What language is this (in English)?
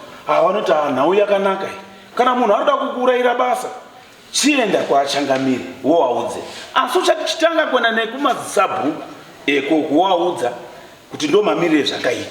Shona